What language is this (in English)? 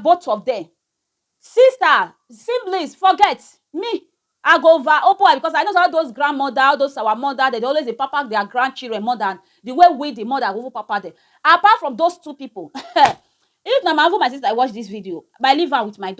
Nigerian Pidgin